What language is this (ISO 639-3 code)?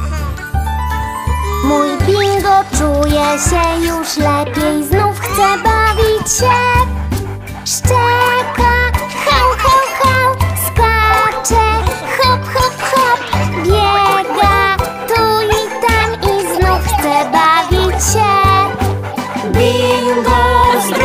pol